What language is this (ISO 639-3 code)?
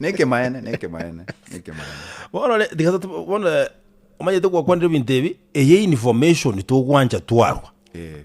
guz